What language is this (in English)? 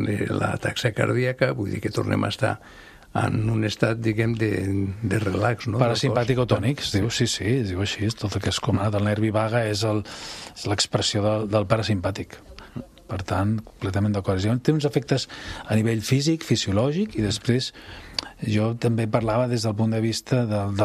Catalan